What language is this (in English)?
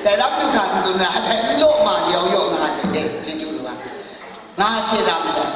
Kachin